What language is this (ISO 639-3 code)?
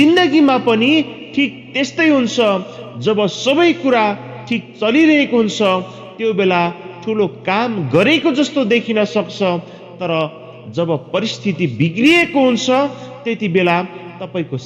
nep